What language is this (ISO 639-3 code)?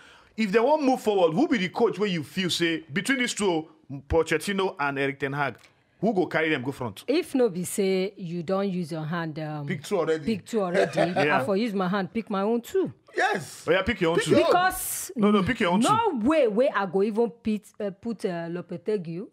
pcm